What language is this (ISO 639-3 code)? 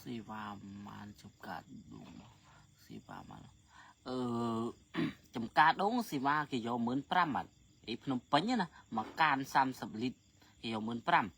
khm